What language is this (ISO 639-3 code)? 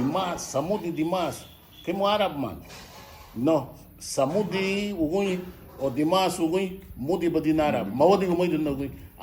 cab